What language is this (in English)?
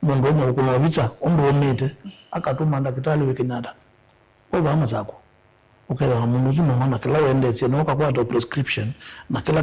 Kamba